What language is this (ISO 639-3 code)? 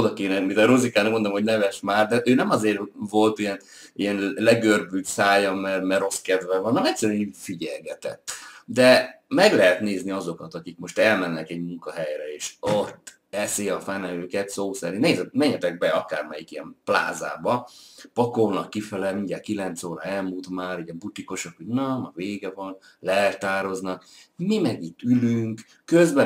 hun